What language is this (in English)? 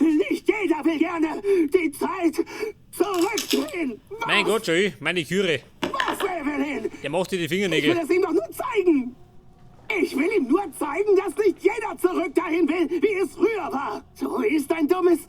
Bavarian